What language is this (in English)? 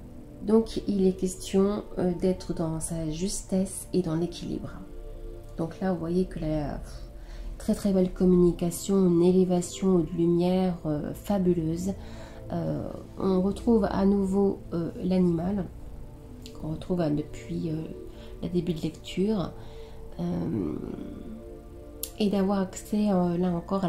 French